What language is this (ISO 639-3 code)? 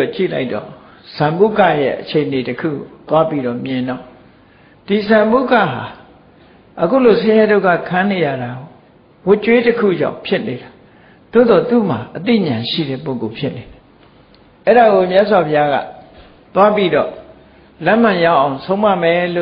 mya